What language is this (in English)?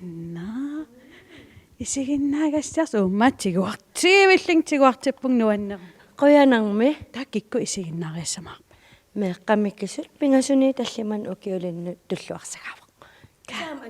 Kalaallisut